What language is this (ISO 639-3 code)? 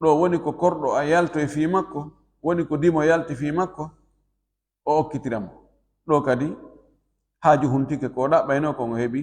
ful